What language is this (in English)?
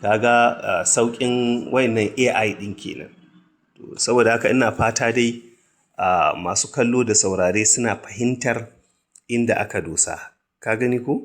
Hausa